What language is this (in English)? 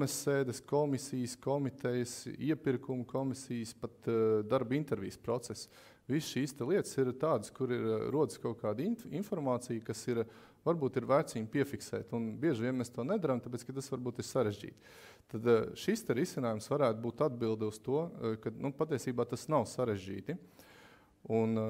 Latvian